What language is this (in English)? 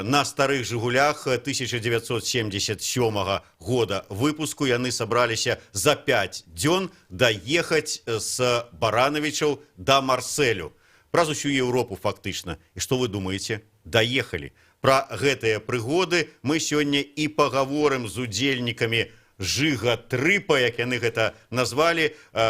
Belarusian